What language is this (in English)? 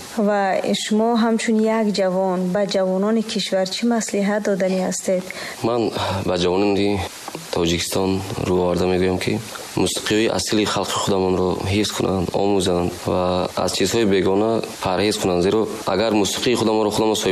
Tajik